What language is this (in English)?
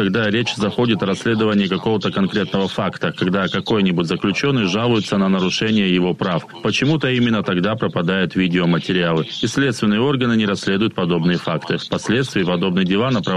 Russian